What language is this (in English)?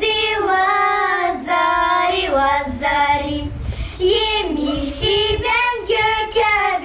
Gagauz